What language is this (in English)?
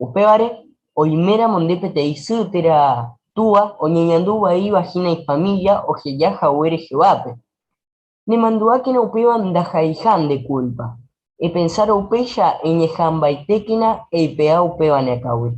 Guarani